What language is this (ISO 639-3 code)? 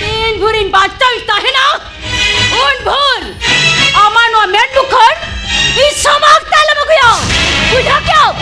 sat